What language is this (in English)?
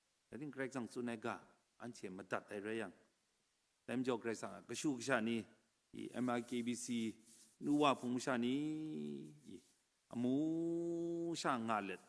Kachin